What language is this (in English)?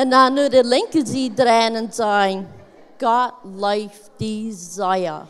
Plautdietsch